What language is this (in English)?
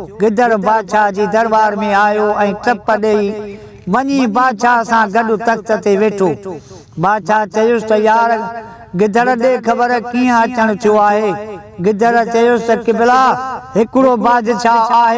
Sindhi